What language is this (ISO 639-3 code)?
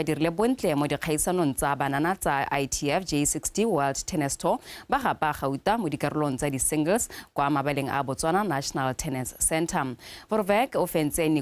tsn